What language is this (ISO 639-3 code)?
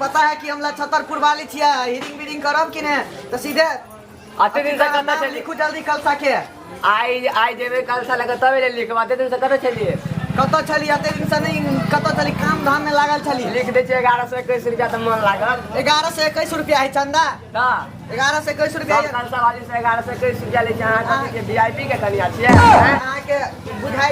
mai